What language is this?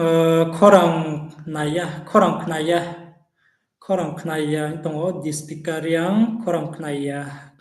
Riang (India)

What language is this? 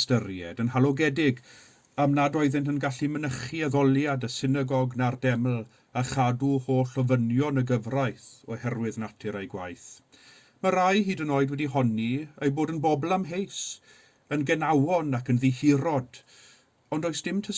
Welsh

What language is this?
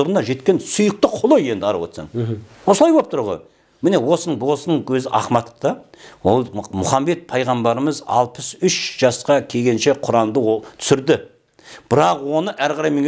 Kazakh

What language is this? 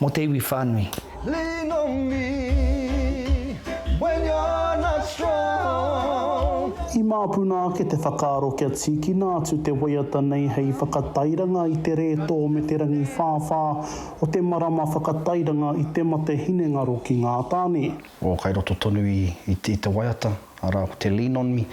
Māori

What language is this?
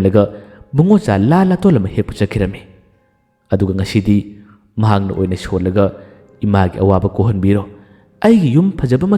Manipuri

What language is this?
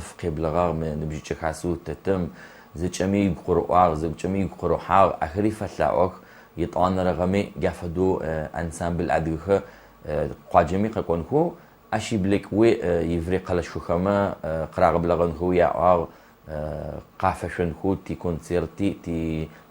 Adyghe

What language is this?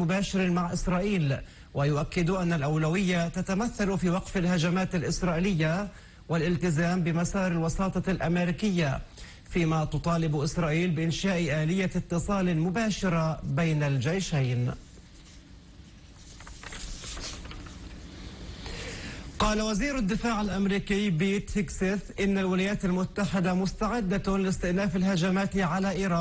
Arabic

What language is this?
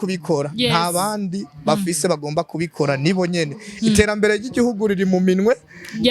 Rundi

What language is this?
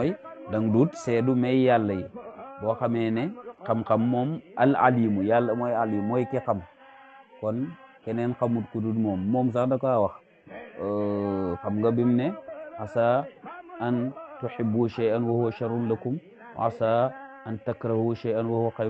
Wolof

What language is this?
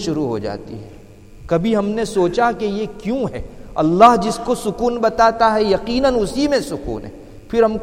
Urdu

